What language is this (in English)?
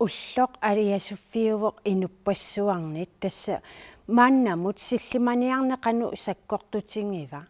Kalaallisut